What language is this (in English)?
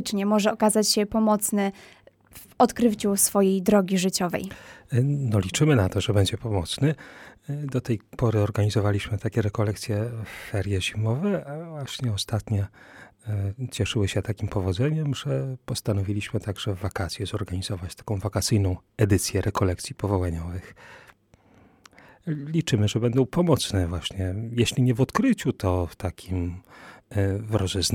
Polish